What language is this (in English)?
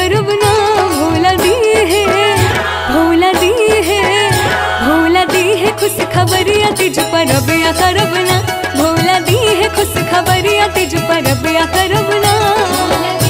Bhojpuri